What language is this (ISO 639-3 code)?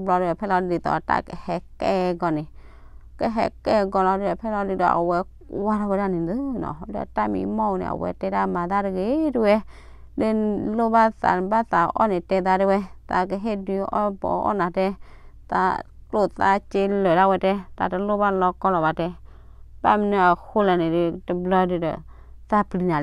ksw